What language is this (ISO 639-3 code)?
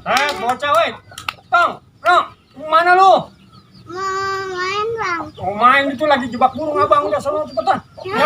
bew